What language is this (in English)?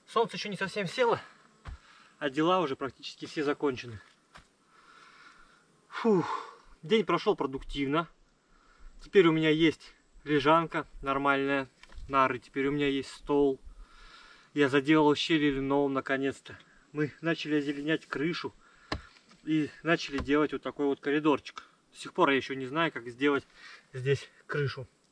Russian